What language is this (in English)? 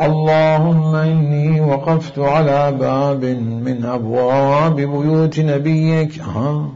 Mesopotamian Arabic